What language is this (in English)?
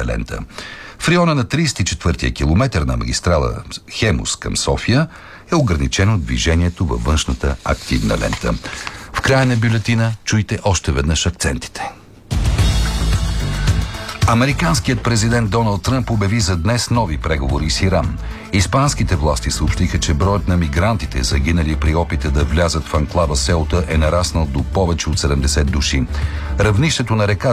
Bulgarian